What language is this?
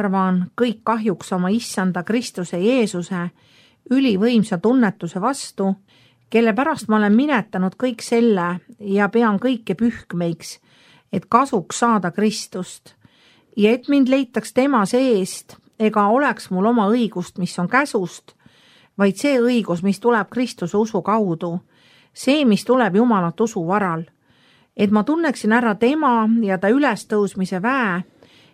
Estonian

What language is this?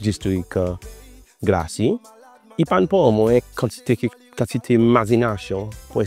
Seselwa Creole French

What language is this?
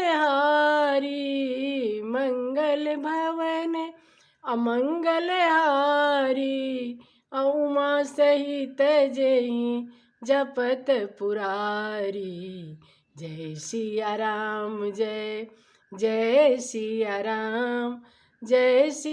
Maithili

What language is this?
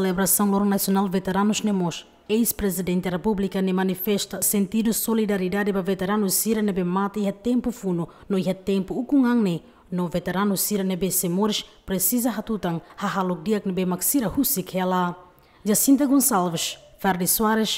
Tetum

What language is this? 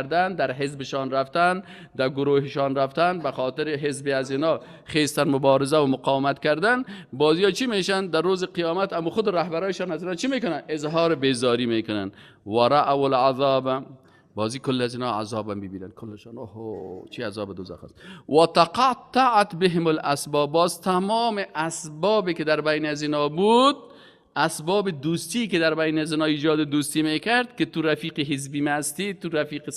Persian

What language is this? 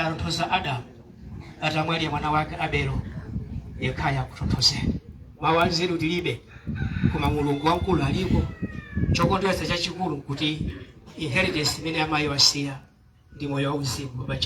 Nyanja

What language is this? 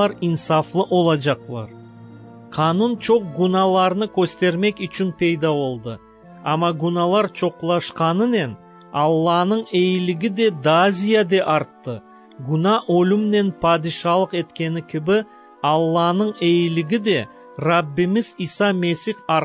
Crimean Tatar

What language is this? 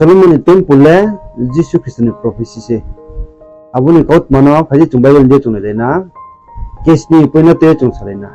Riang (India)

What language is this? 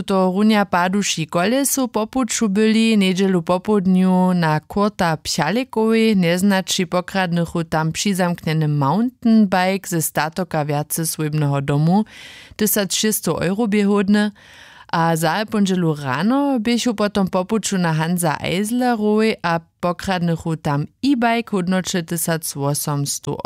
Upper Sorbian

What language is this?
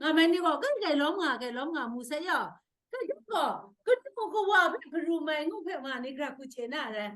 Kachin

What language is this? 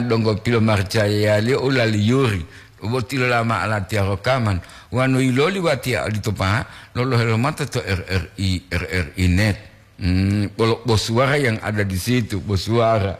Gorontalo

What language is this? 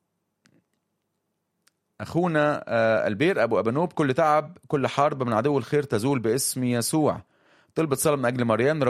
Egyptian Arabic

